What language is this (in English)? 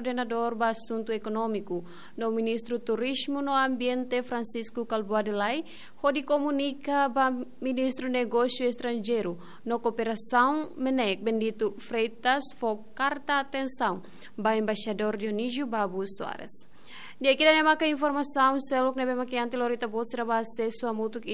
Tetum